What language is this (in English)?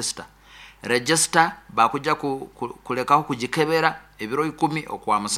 Nyoro